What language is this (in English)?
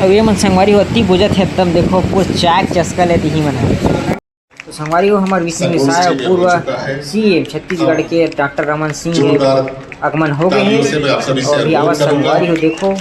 Chhattisgarhi